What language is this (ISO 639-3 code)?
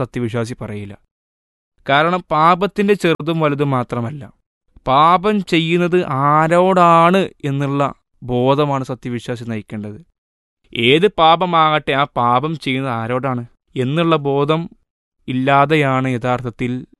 mal